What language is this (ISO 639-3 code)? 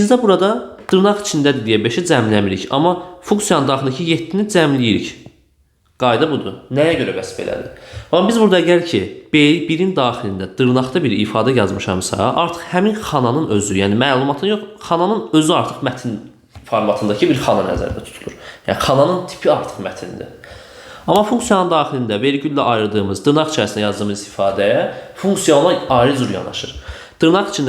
aze